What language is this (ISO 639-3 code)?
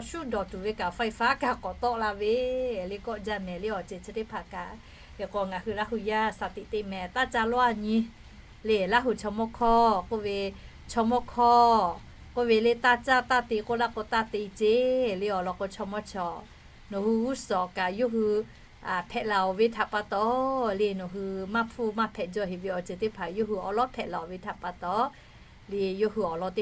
lhu